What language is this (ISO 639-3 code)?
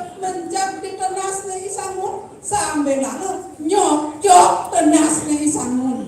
ban